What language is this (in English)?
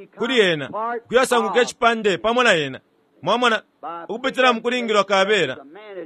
Bemba